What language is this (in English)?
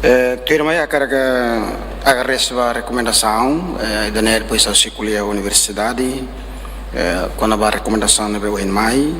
Tetum